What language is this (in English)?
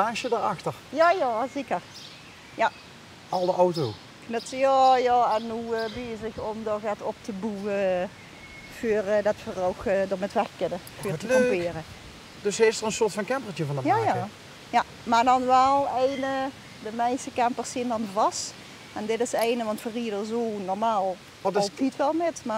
Limburgish